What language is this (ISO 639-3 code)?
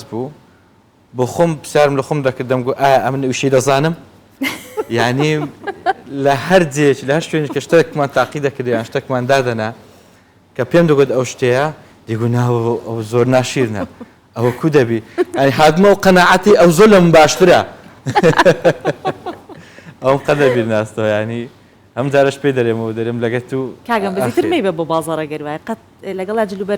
ckb